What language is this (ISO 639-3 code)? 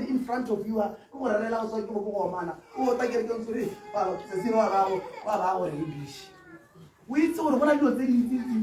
tsn